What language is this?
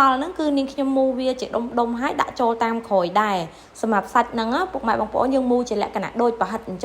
Khmer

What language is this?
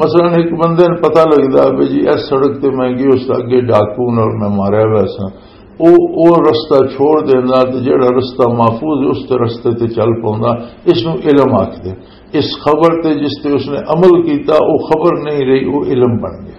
Western Panjabi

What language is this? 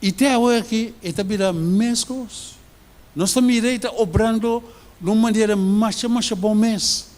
Papiamento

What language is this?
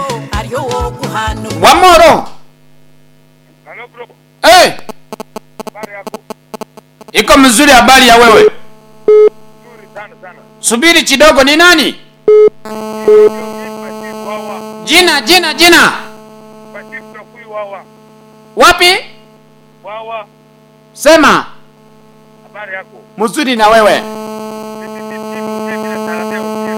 Swahili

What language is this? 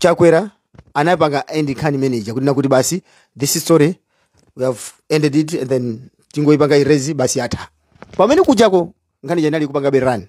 Nyanja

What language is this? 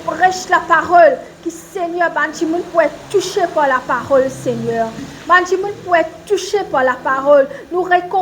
Morisyen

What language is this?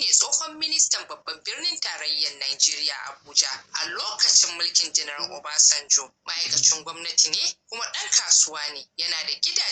Hausa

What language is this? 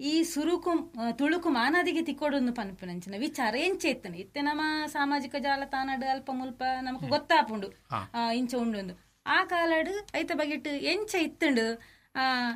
Tulu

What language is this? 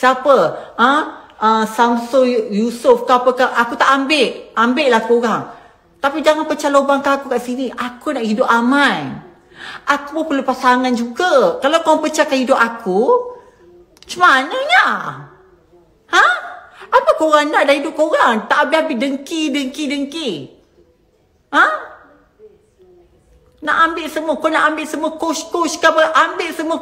Malay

